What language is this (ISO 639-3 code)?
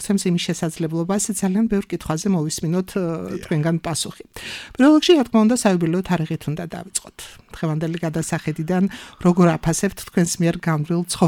kat